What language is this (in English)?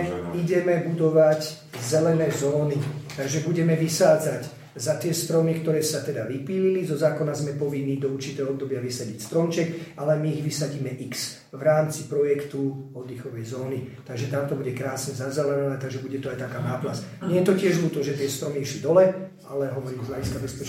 Slovak